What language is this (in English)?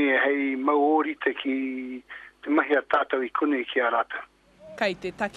Māori